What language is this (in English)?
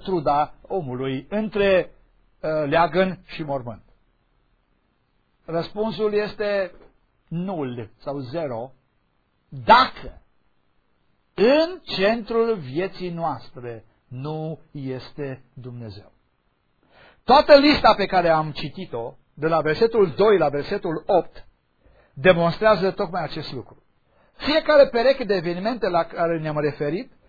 Romanian